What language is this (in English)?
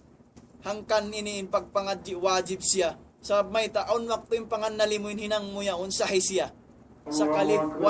Tausug